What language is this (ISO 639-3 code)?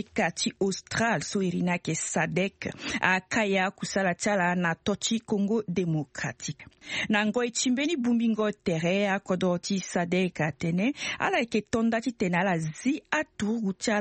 sag